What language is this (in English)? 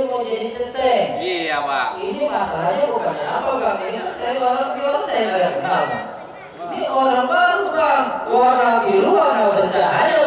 Betawi